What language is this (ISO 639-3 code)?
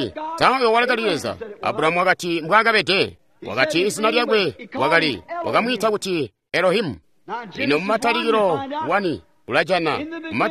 toi